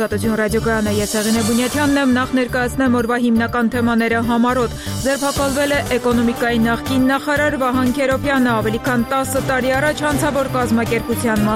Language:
Armenian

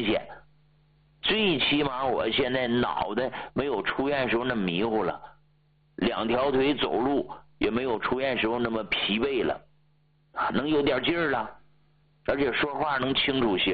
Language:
Chinese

